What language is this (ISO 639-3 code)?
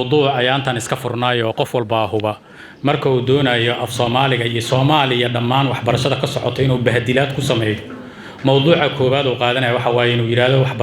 som